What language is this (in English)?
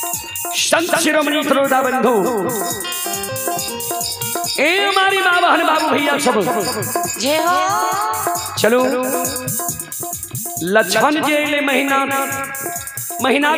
Bhojpuri